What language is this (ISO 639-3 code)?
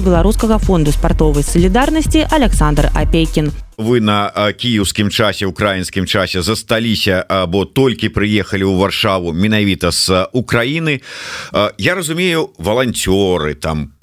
bel